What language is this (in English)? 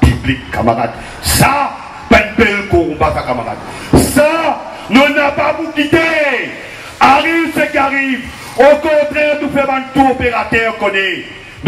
Morisyen